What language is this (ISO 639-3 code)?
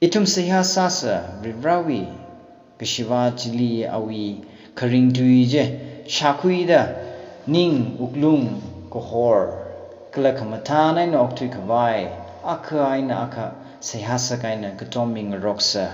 nmf